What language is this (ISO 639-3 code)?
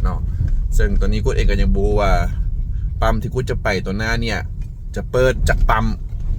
lao